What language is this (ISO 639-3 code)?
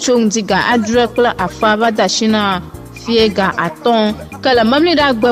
ewe